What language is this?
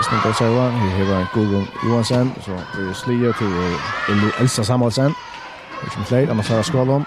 Faroese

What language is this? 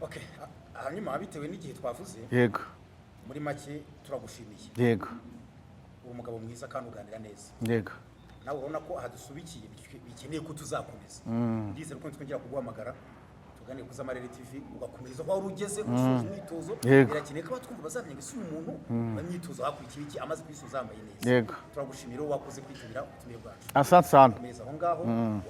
Kinyarwanda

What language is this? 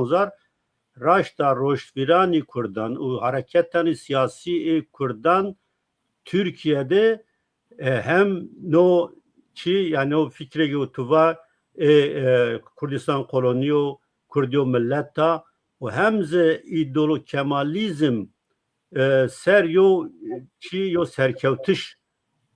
Zaza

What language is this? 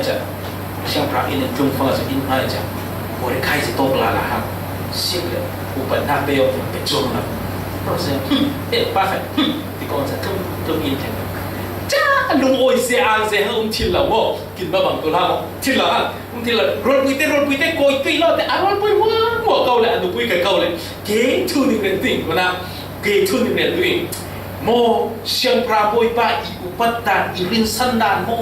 Falam Chin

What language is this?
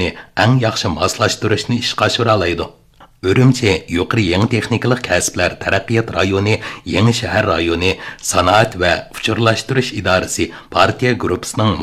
Uyghur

